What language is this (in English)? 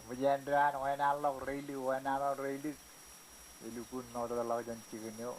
Marshallese